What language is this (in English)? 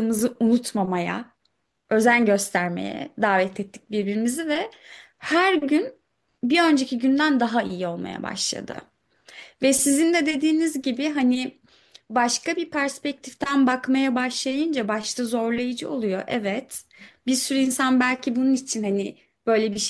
Turkish